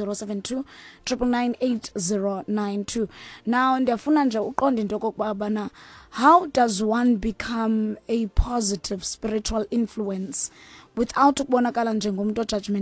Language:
Xhosa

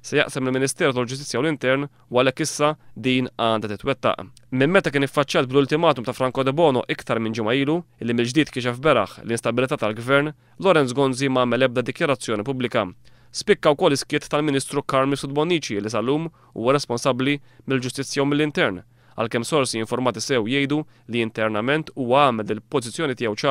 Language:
Maltese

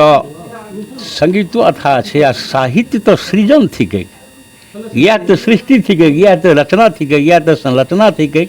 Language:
Maithili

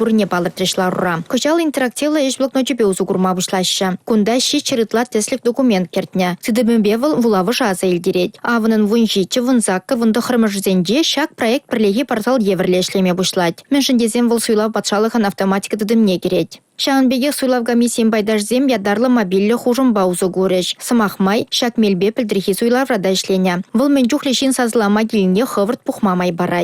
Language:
Chuvash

